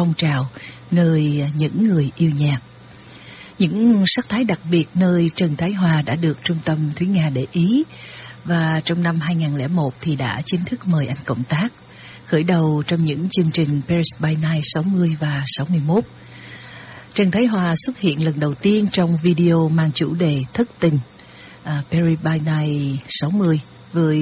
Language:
Vietnamese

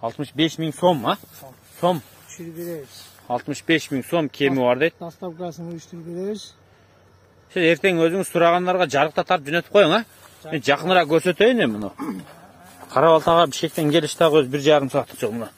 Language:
Kyrgyz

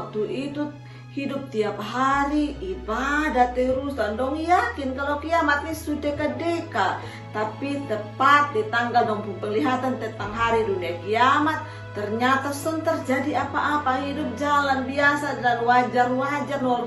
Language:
Kupang Malay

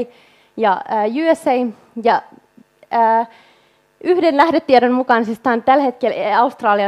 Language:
Finnish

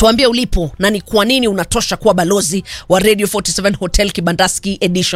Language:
Swahili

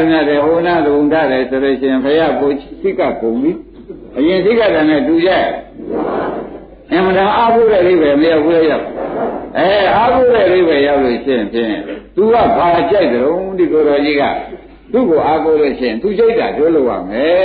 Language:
Burmese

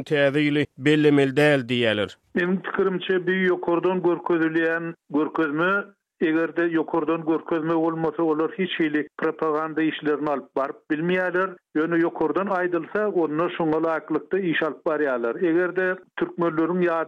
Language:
Turkmen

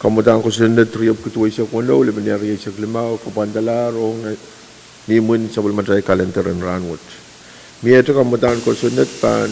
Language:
Pohnpeian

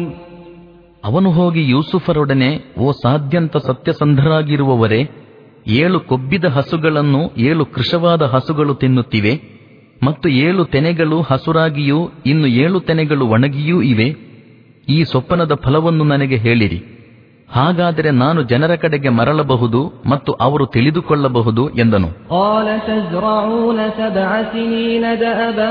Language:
Kannada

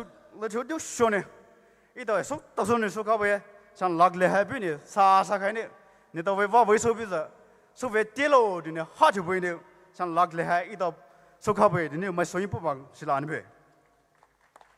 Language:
Poumei Naga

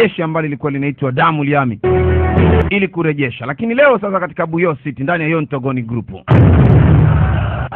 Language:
Swahili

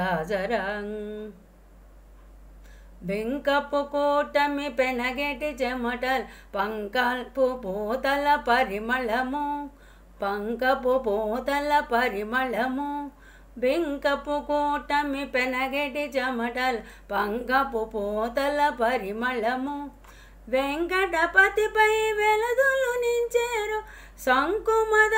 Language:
Telugu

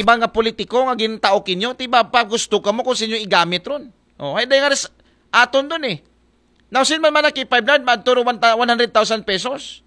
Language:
Aklanon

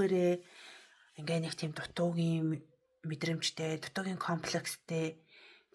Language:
Mongolian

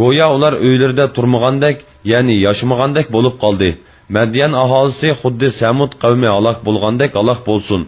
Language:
Uyghur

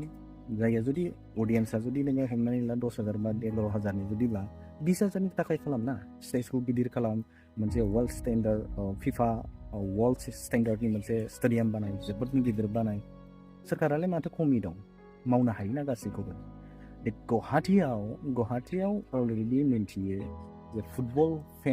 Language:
Bodo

